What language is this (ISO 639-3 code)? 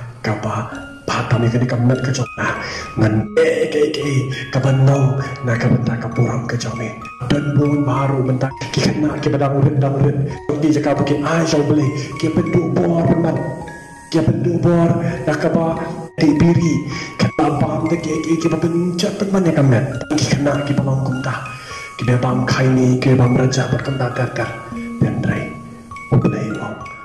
kha